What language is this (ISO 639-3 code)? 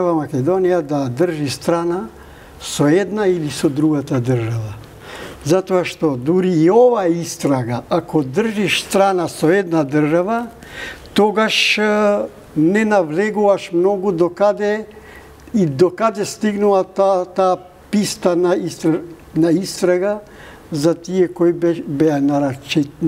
mkd